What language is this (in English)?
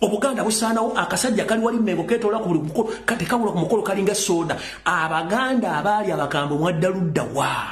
Ganda